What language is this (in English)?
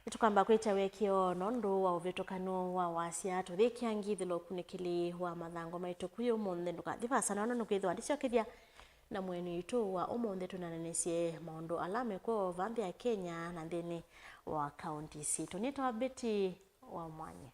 Kamba